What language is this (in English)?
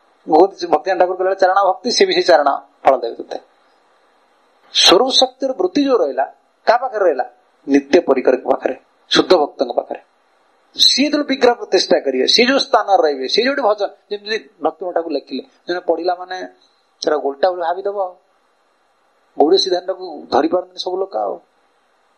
Odia